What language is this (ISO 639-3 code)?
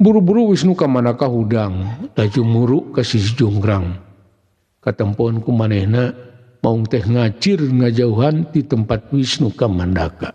sun